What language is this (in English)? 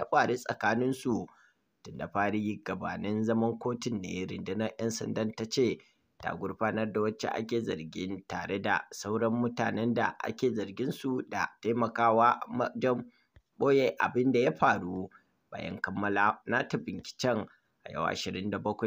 Hausa